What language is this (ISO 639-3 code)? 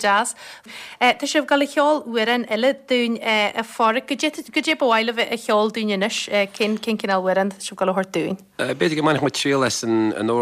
gle